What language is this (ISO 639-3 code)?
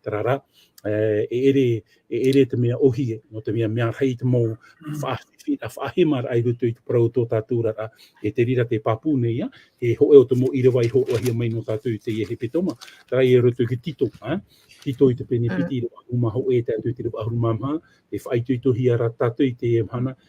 tah